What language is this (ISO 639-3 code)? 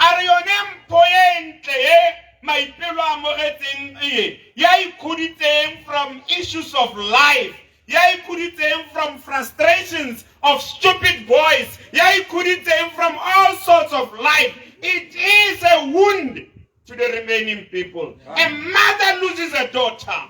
tsn